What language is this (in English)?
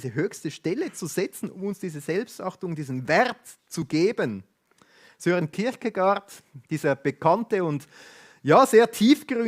Swiss German